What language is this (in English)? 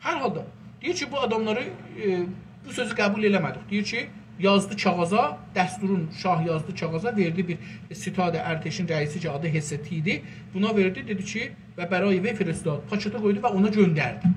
South Azerbaijani